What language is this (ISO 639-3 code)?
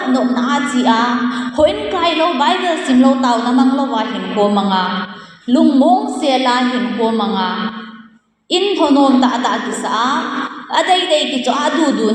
tcz